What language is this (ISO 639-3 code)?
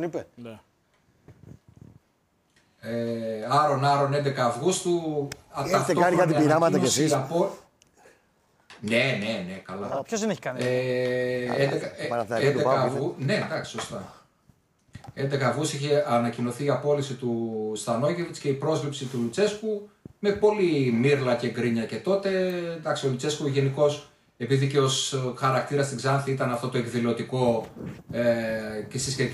ell